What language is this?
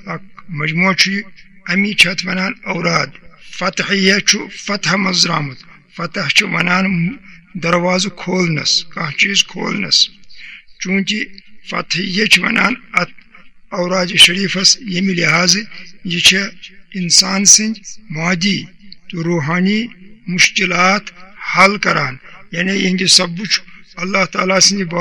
Kashmiri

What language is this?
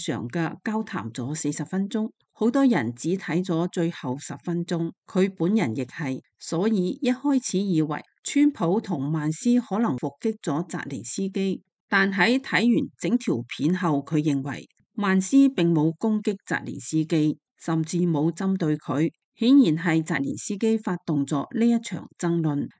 Cantonese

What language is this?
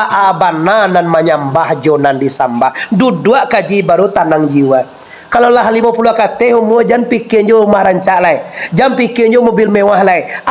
Minangkabau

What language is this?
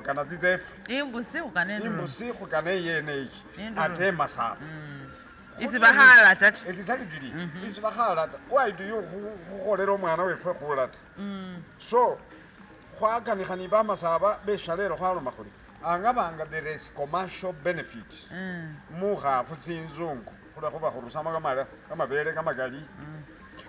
Masaaba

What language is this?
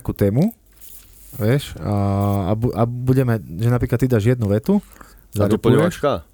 Slovak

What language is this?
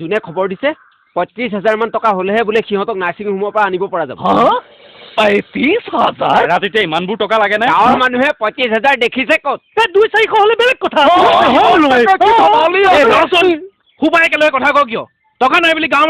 Assamese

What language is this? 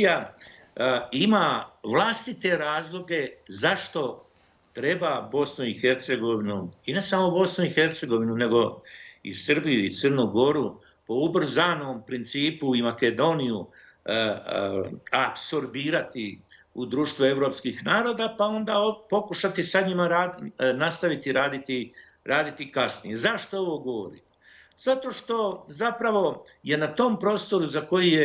Bosnian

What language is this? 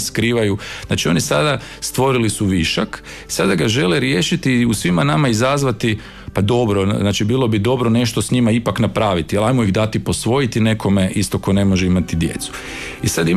Croatian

